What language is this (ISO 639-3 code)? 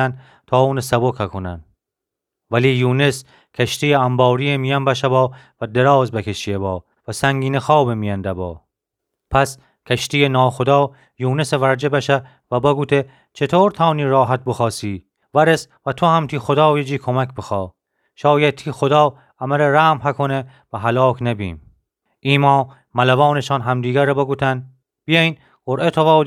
glk